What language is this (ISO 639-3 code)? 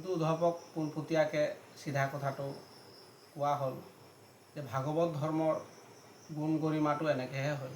asm